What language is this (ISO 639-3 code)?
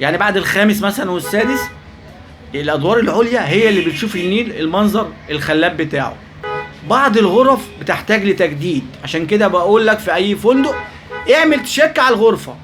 arz